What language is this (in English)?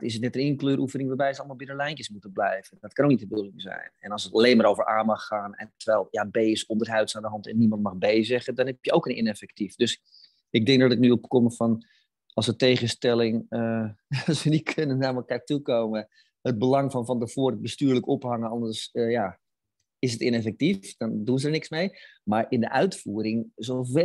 Dutch